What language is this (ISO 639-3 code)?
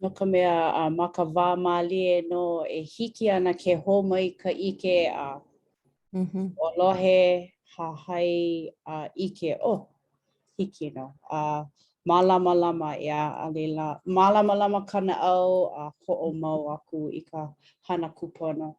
haw